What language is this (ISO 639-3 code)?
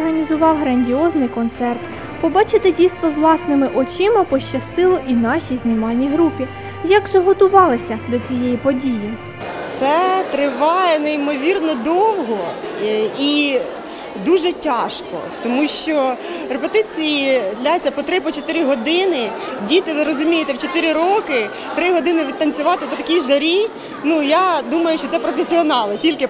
ukr